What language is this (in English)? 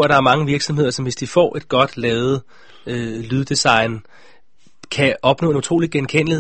Danish